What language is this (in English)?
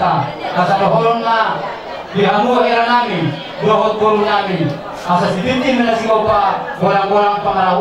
Batak Toba